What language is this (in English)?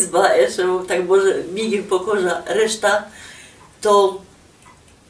Silesian